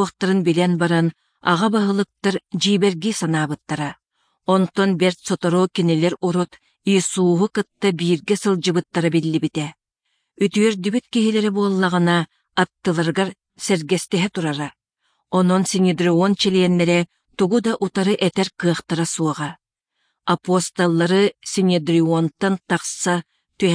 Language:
Yakut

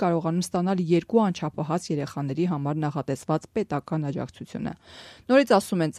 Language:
Armenian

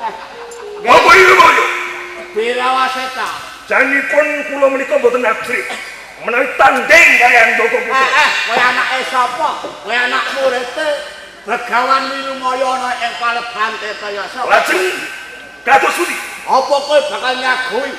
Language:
Javanese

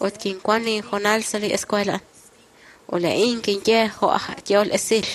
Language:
Kekchí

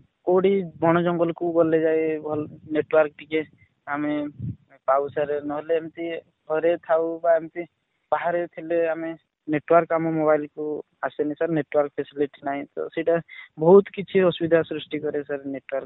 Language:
Odia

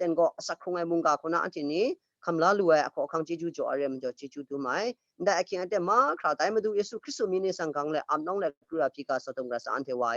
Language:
Kachin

